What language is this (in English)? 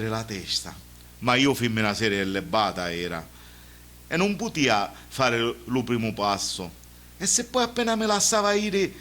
Sicilian